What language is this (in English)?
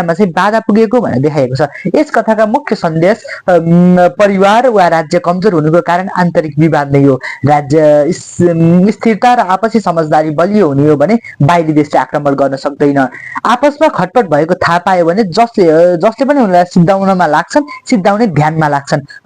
Nepali